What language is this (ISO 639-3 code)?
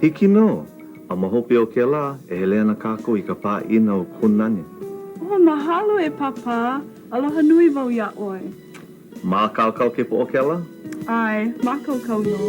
haw